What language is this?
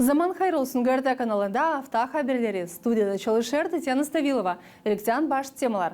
Gagauz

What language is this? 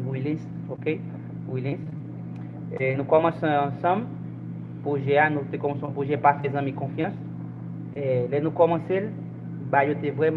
Haitian Creole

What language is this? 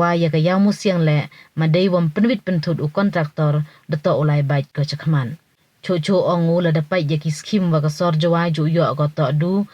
Pnar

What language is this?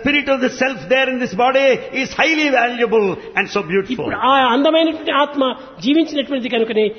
Telugu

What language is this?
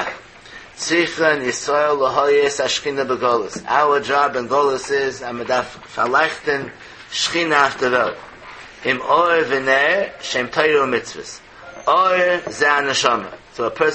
Yiddish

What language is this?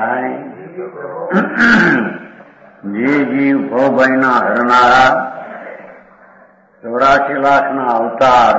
Gujarati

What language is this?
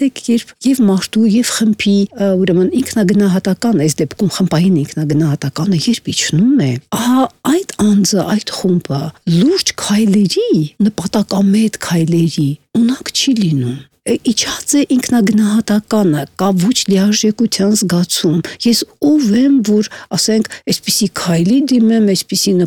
Armenian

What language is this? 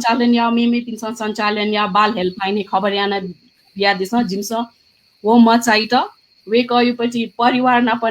Newari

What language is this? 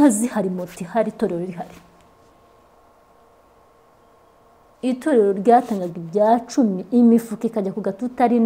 Kinyarwanda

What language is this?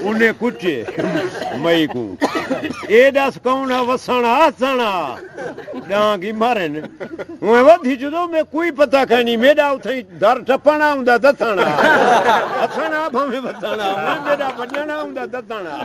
Saraiki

